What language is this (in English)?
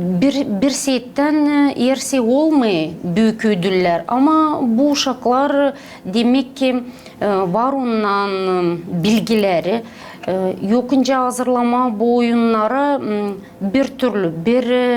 Gagauz